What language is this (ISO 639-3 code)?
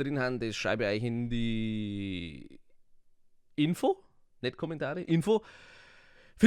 bar